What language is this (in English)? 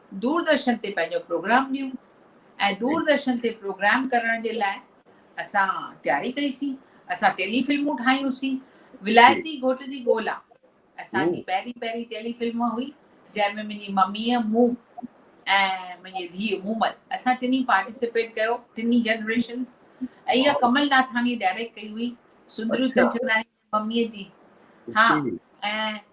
Sindhi